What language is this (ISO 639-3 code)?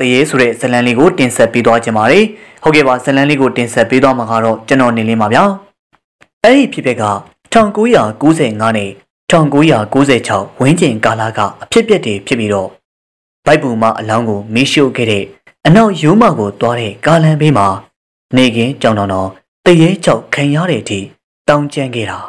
mya